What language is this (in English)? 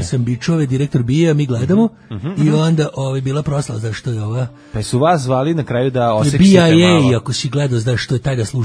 Serbian